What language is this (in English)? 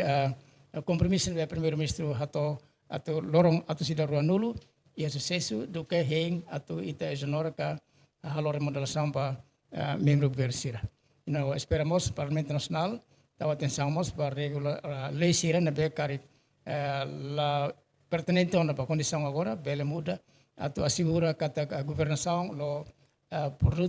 Tetum